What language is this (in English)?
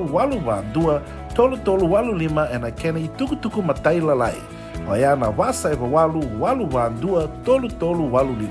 Fijian